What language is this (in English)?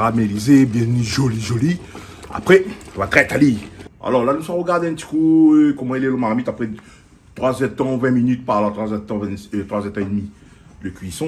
Réunion Creole French